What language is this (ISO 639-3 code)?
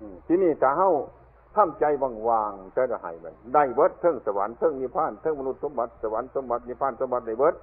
tts